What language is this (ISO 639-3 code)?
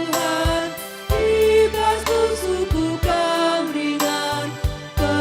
btx